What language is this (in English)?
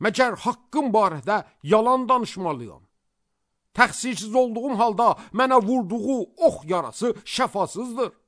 Azerbaijani